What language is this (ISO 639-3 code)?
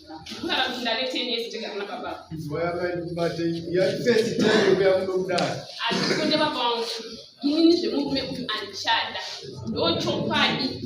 sna